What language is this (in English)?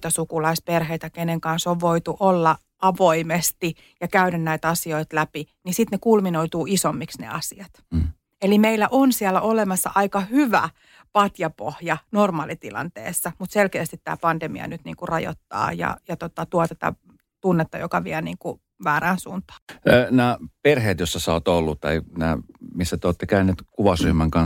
Finnish